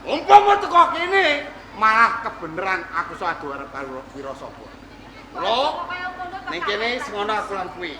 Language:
Javanese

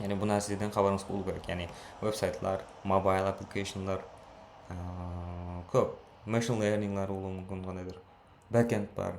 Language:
Kara-Kalpak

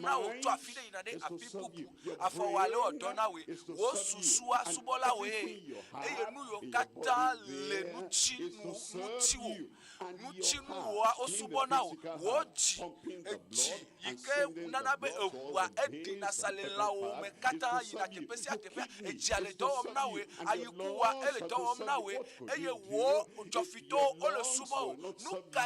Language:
Ewe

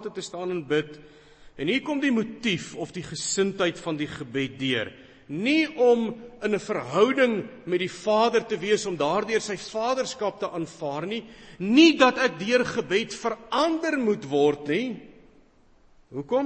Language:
Afrikaans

